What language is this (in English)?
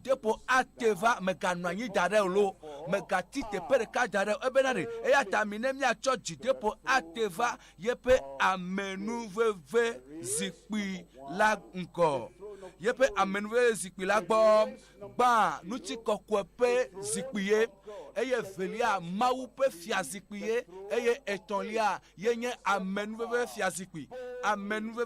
Ewe